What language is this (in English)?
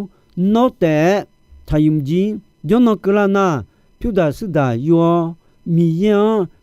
Akha